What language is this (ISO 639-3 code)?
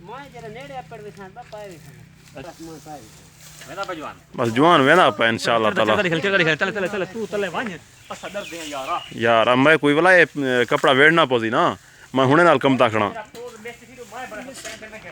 skr